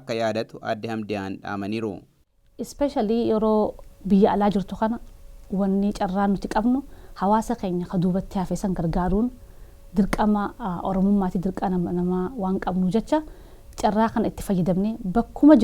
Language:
Oromo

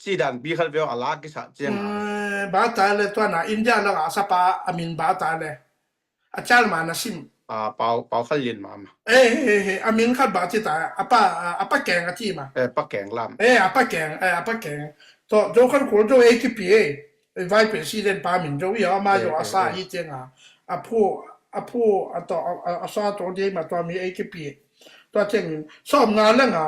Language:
Tedim Chin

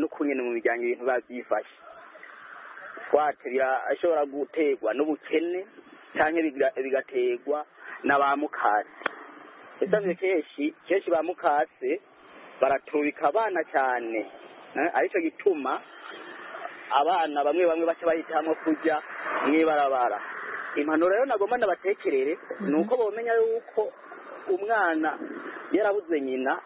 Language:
Kinyarwanda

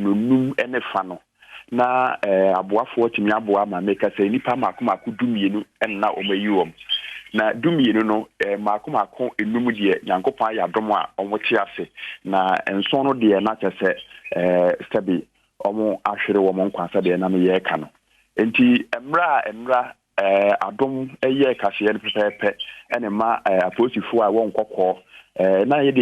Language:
Akan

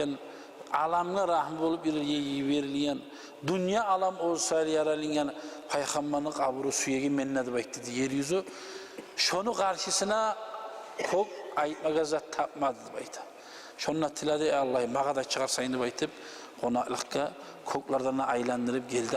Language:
Kumyk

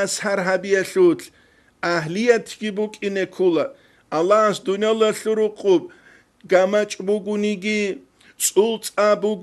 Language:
Avaric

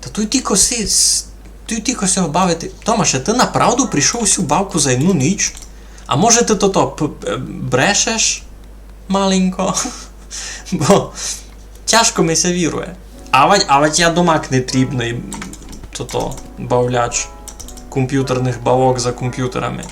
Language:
Rusyn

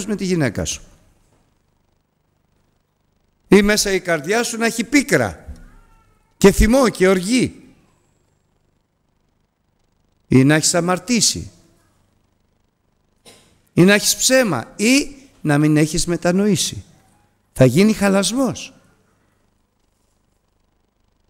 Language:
Greek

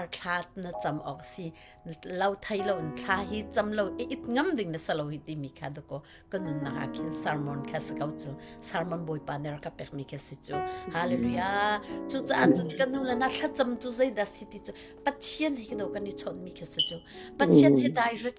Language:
Hakha Chin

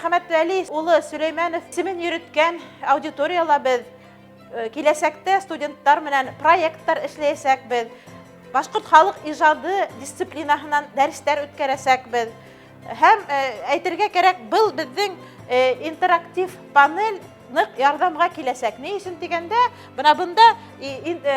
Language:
Bashkir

